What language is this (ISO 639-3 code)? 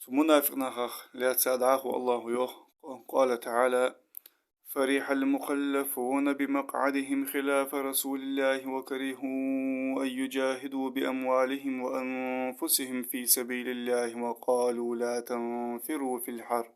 inh